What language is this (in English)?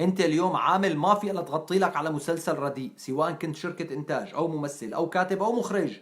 North Levantine Arabic